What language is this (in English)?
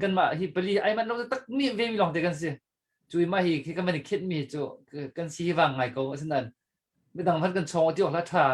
Hakha Chin